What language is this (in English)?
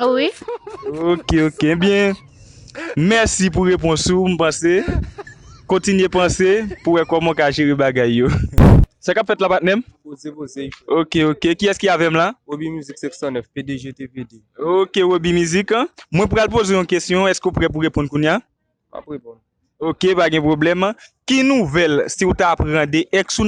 Haitian Creole